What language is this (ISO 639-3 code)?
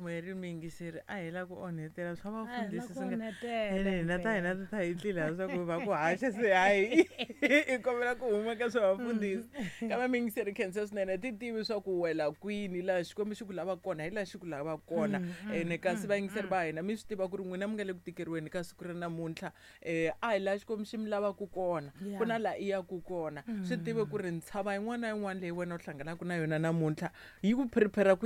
tso